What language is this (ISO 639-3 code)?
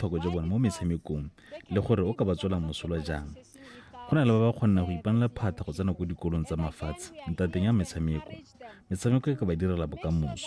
tsn